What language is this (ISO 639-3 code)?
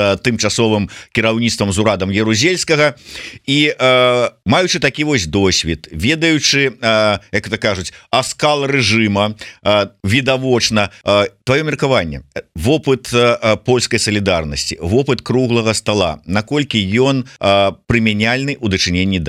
bel